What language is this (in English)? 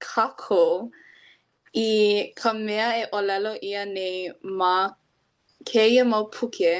Hawaiian